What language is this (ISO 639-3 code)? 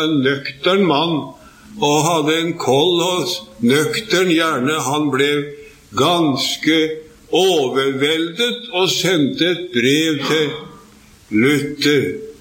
nor